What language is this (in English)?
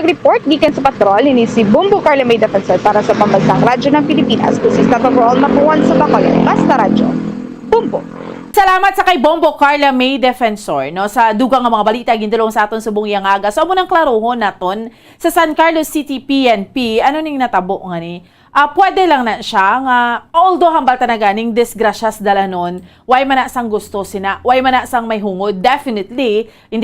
Hiligaynon